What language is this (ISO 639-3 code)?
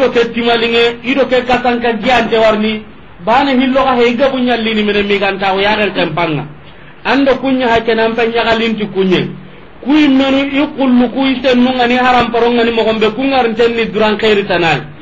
snk